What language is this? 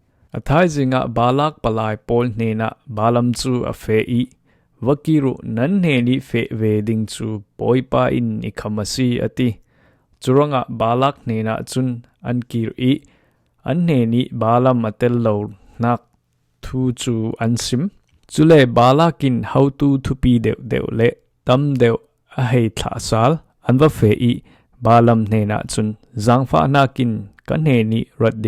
Falam Chin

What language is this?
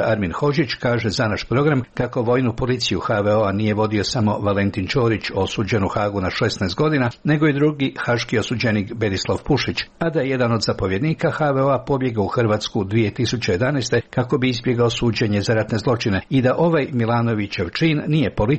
Croatian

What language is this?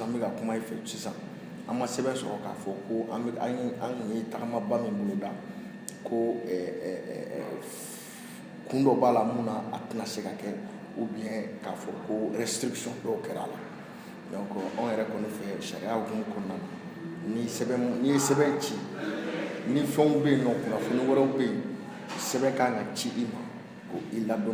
Bambara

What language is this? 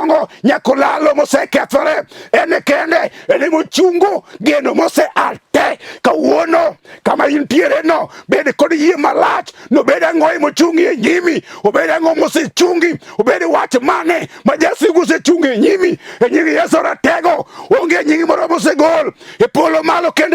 Luo (Kenya and Tanzania)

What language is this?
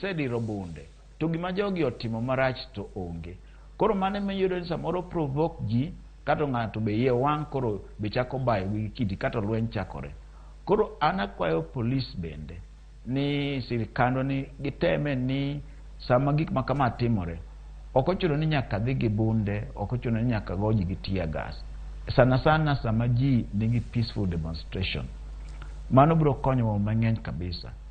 Luo (Kenya and Tanzania)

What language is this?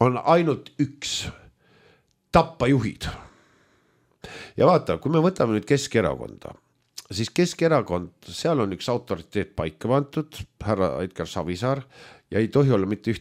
Estonian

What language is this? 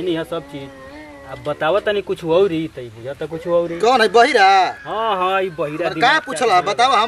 Bhojpuri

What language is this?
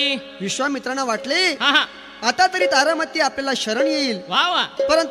Marathi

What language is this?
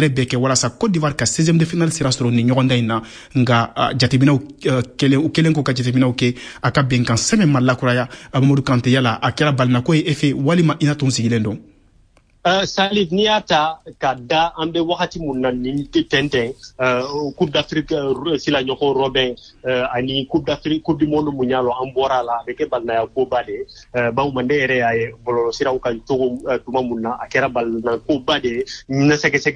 Bambara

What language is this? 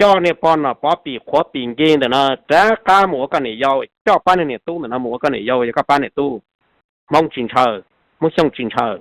Hmong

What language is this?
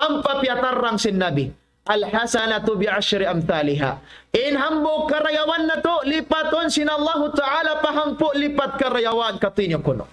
Tausug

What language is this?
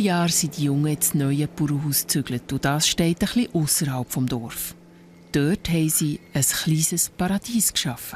Swiss German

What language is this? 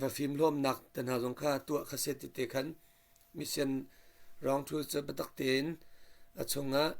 Hakha Chin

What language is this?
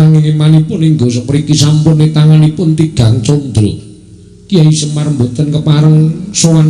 Javanese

